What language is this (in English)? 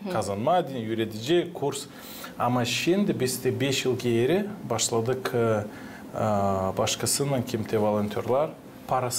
Gagauz